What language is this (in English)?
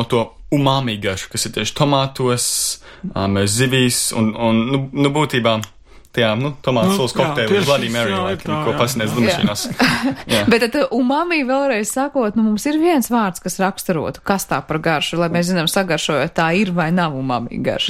Latvian